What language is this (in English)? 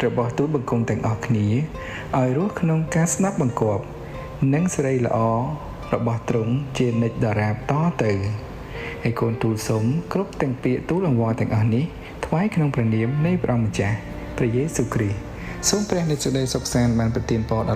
Khmer